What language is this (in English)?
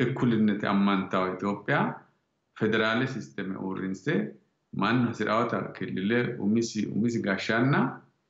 Sidamo